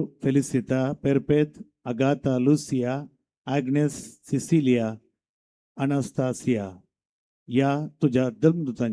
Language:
Konkani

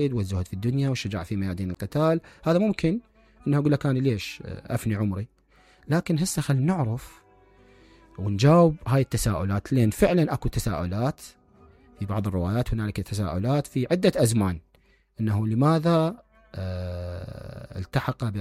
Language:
Mesopotamian Arabic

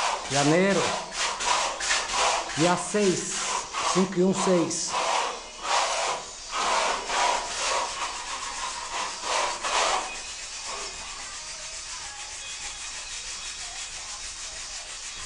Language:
Portuguese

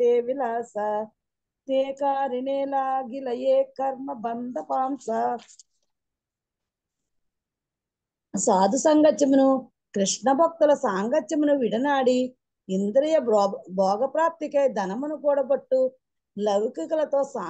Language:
Telugu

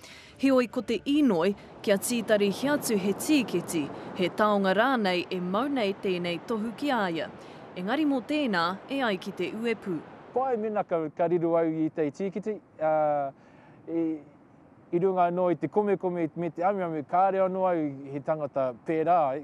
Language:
Māori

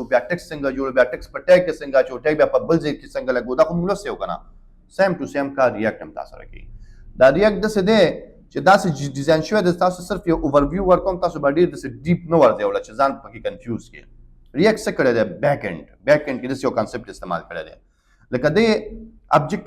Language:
Pashto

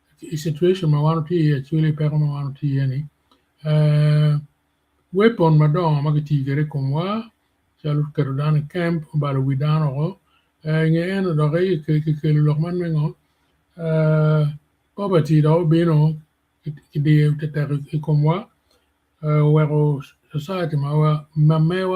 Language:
Acoli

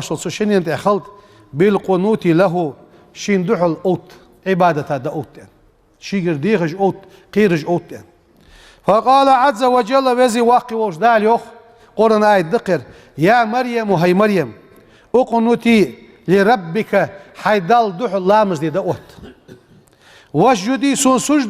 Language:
Ingush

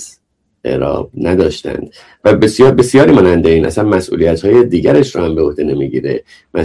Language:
Persian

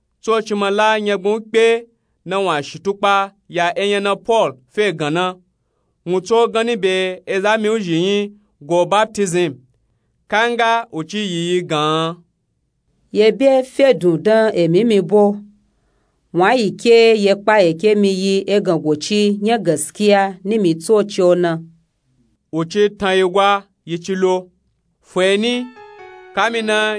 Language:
Nupe-Nupe-Tako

